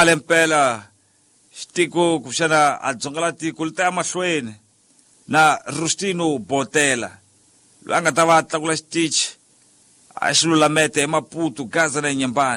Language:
Tsonga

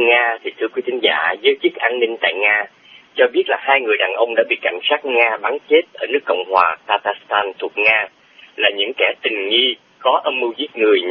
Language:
Vietnamese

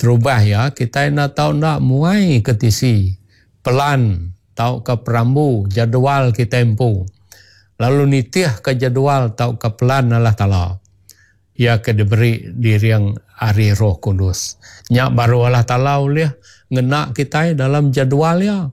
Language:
Iban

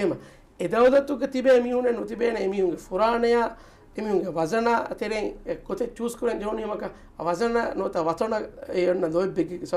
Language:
Divehi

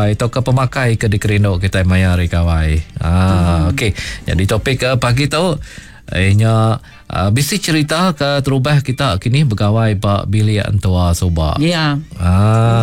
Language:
Iban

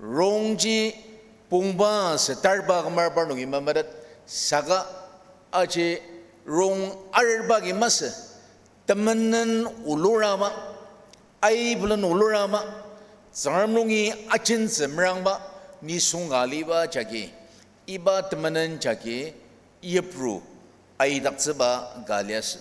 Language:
Ao Naga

